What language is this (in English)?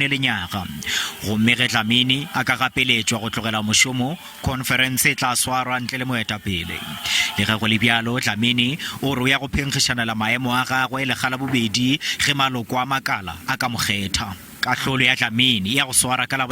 Northern Sotho